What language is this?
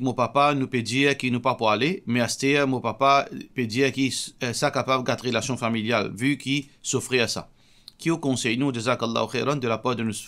Morisyen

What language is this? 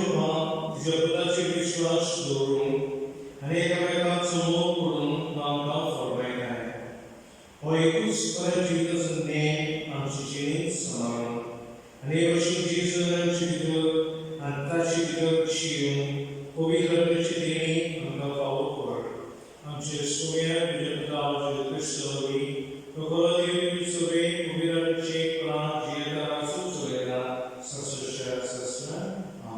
Konkani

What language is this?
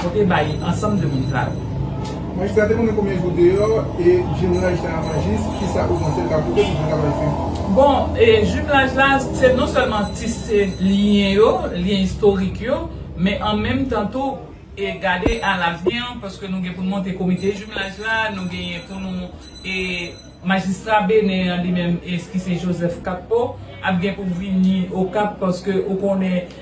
Haitian Creole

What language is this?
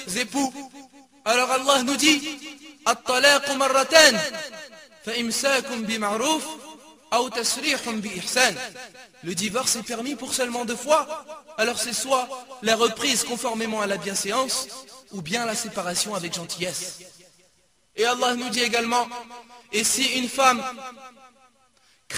French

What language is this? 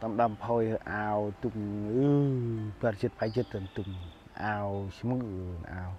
Central Mnong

